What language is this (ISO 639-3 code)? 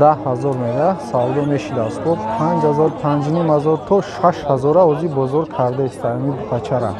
tgk